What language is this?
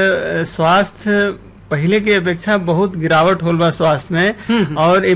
Bhojpuri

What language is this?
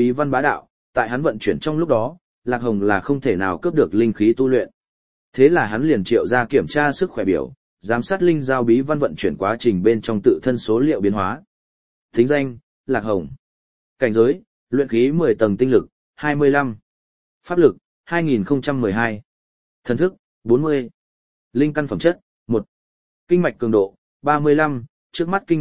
Vietnamese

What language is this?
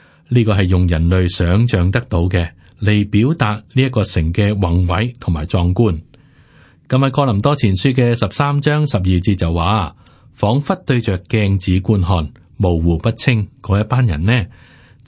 Cantonese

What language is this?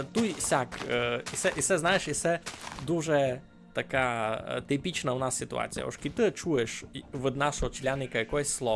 Rusyn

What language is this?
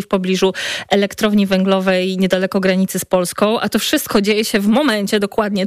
Polish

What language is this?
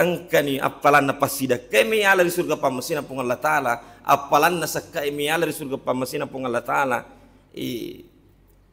Buginese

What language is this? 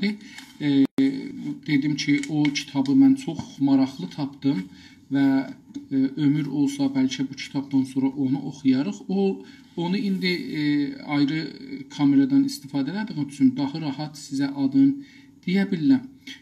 South Azerbaijani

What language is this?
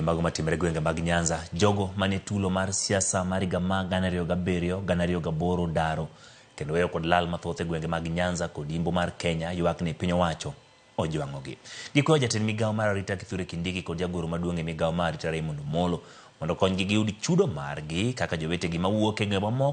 Luo (Kenya and Tanzania)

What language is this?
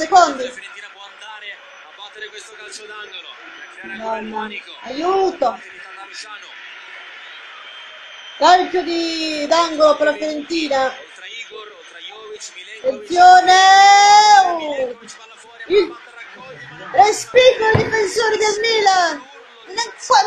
Italian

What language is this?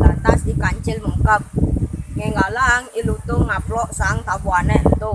Balinese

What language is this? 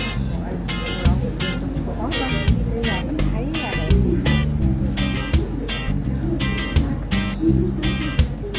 Vietnamese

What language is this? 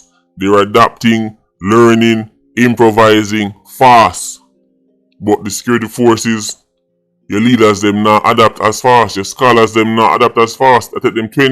Jamaican Creole English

